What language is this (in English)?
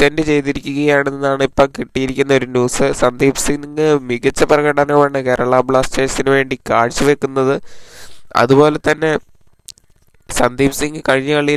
Malayalam